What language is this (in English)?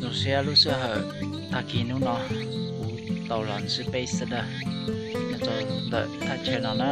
Hmong